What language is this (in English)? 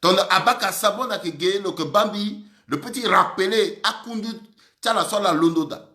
Sango